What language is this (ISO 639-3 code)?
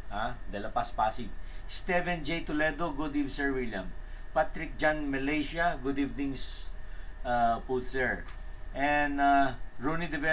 fil